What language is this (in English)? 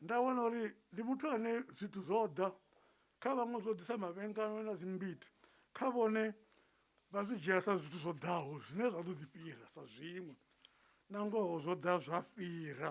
Venda